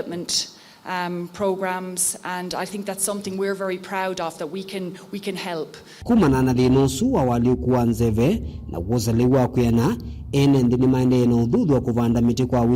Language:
Kamba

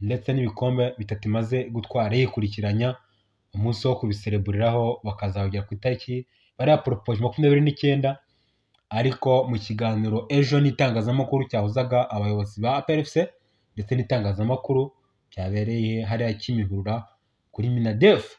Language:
Kinyarwanda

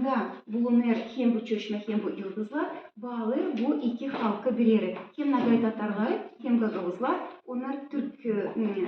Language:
Gagauz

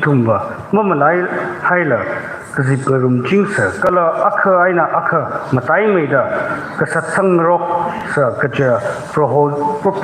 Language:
Tangkhul Naga (India)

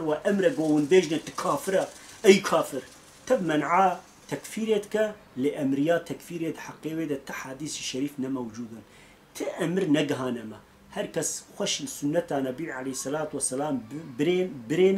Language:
Kurdish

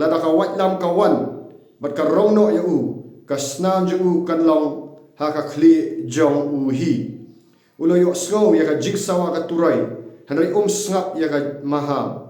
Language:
Khasi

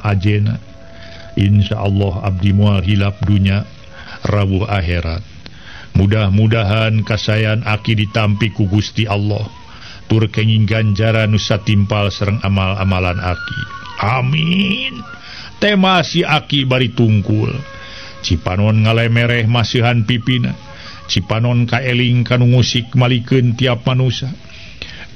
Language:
Sundanese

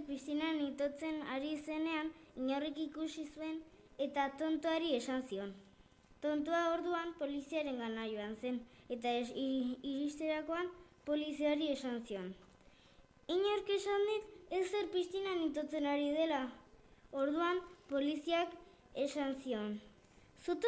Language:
Basque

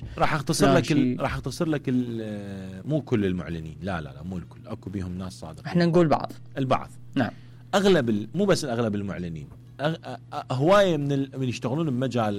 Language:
Mesopotamian Arabic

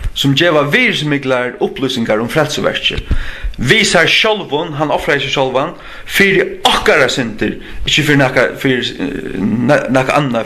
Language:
Faroese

